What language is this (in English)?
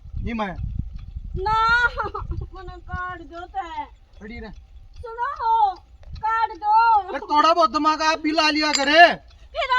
Haryanvi